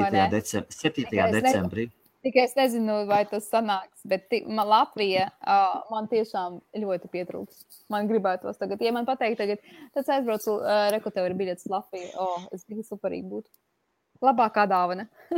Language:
Latvian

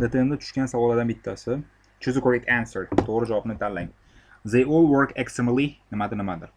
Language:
Uzbek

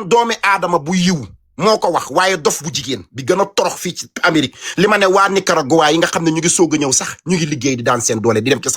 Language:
Wolof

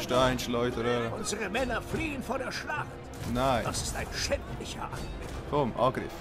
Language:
Swiss German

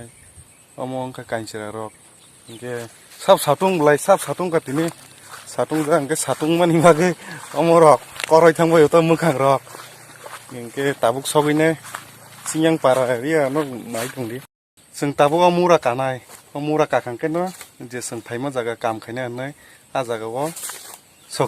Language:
Kok Borok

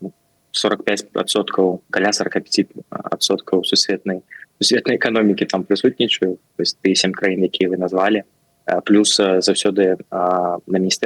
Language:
Belarusian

